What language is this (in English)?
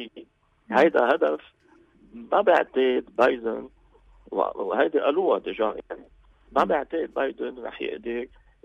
North Levantine Arabic